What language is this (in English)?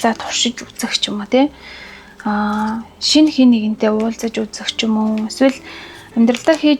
Mongolian